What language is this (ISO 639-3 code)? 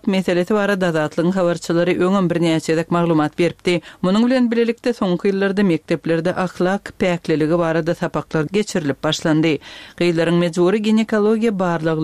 tuk